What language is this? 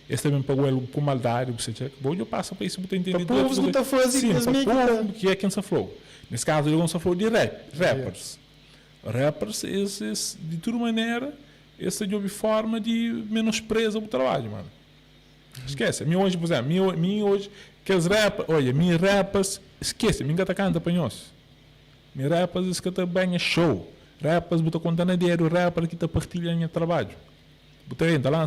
Kabuverdianu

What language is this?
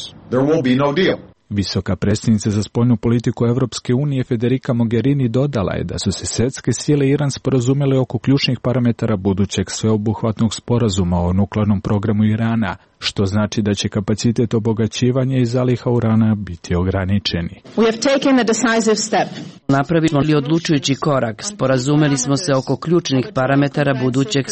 Serbian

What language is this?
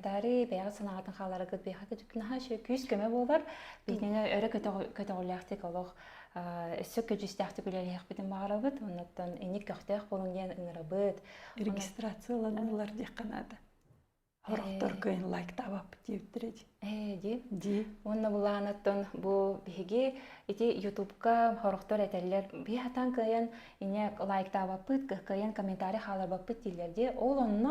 Yakut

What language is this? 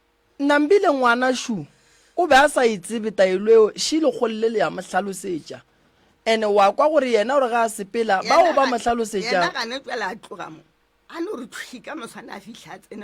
Northern Sotho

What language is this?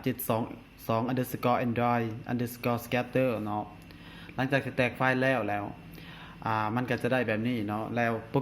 Lao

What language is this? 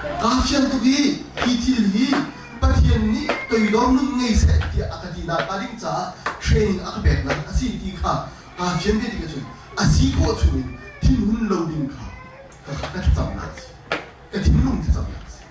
Hakha Chin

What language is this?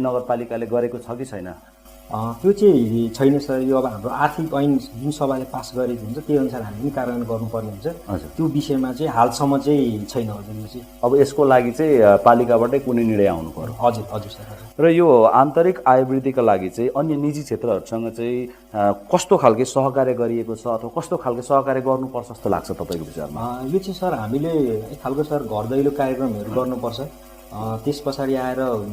Nepali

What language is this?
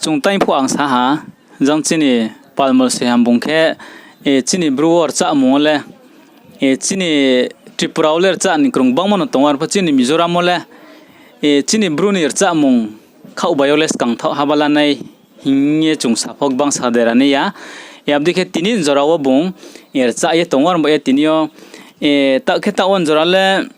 Riang (India)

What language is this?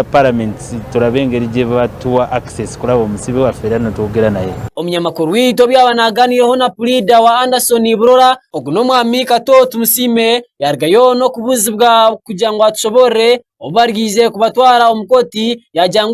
Nyankole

